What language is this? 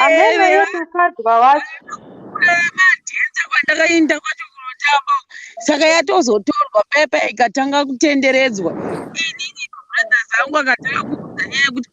Shona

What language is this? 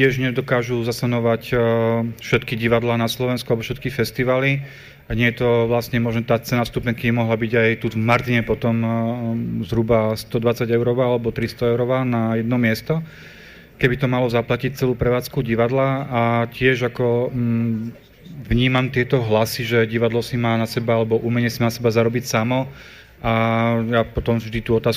Slovak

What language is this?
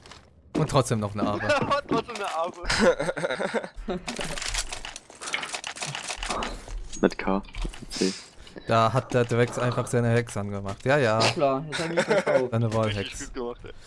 German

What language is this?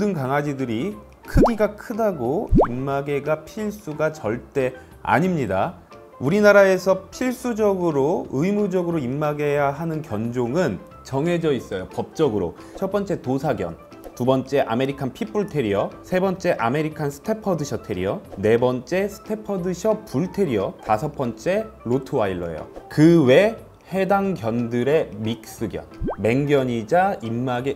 Korean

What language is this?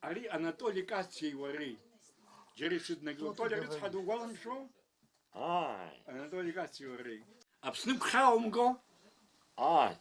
Abkhazian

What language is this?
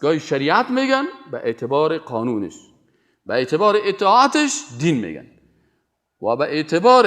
Persian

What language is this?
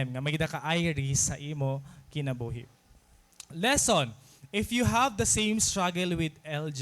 Waray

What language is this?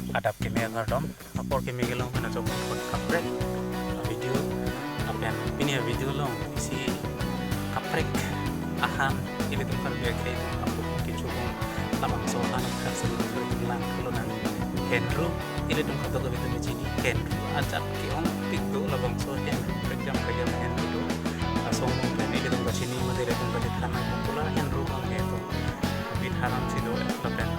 Karbi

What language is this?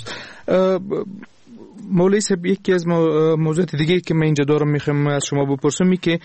Persian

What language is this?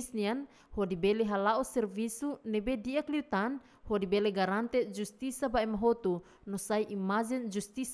Tetum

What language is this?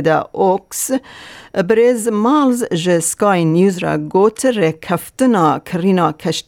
Kurdish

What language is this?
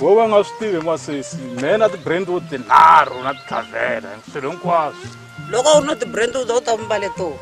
Tsonga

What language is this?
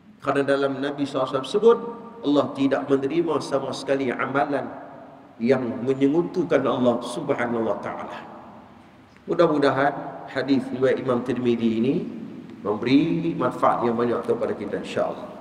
Malay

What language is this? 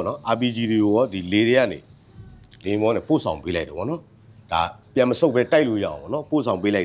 Burmese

